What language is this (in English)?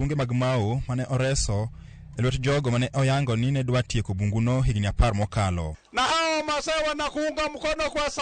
Luo (Kenya and Tanzania)